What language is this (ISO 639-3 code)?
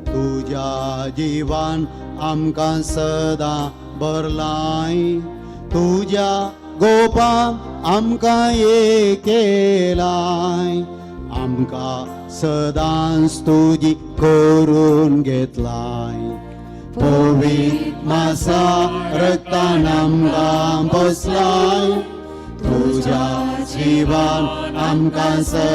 kok